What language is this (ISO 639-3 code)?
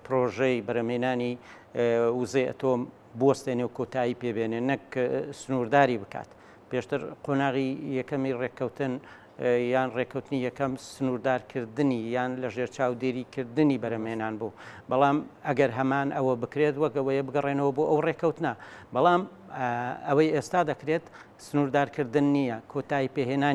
ckb